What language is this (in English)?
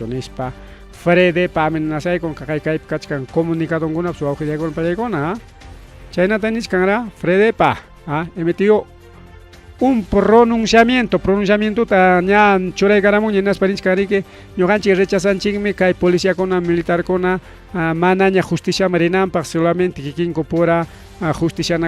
Ayacucho Quechua